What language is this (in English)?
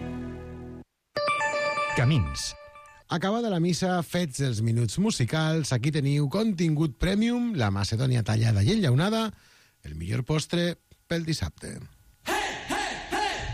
Catalan